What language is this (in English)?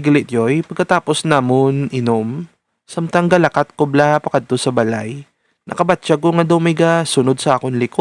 Hiligaynon